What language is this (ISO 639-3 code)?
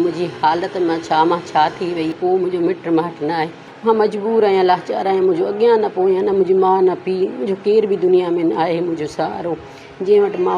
snd